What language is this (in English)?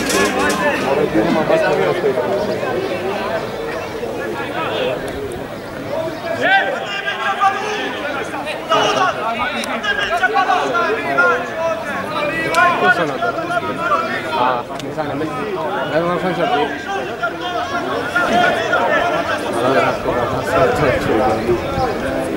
Croatian